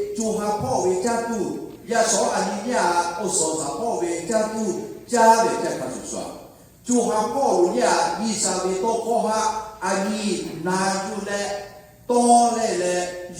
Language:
Lahu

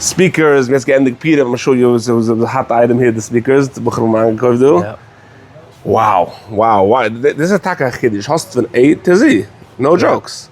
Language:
Yiddish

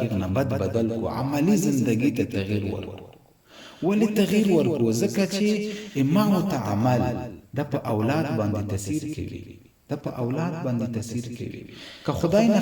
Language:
Pashto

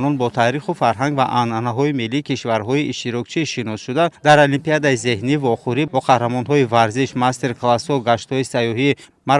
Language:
Tajik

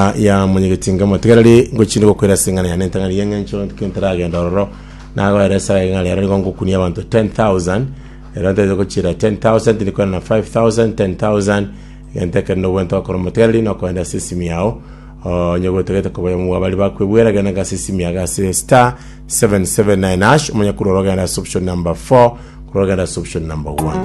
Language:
Gusii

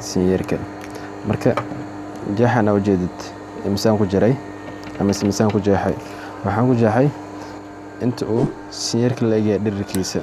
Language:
Somali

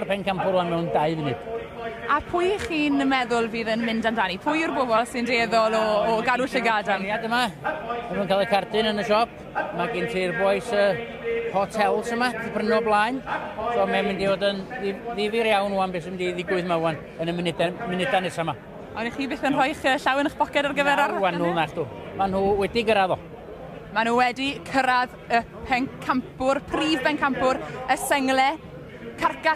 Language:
Welsh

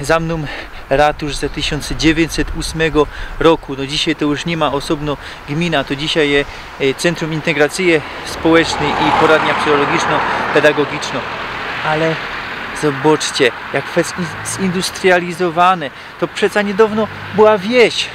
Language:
Silesian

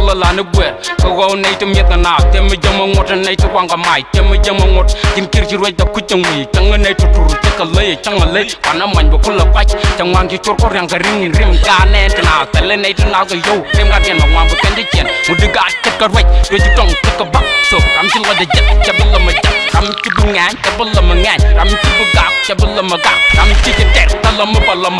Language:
Nuer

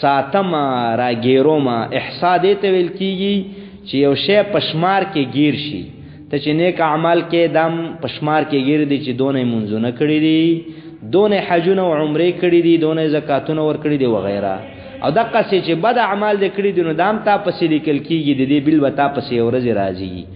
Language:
Pashto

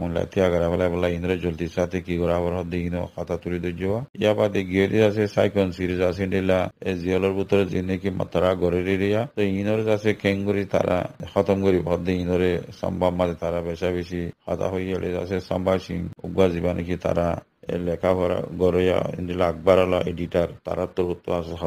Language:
Rohingya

